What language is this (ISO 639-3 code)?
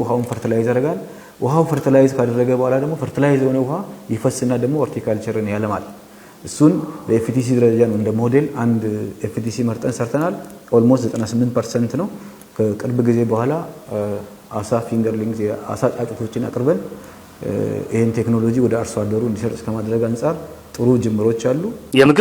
amh